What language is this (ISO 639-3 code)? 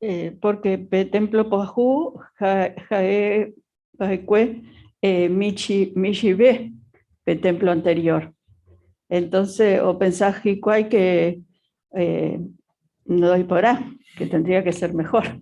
grn